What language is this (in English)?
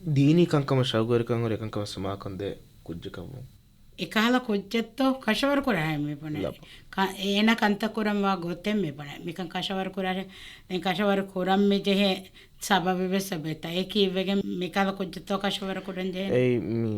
Divehi